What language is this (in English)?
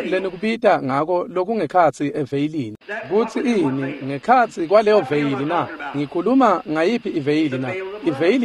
Swati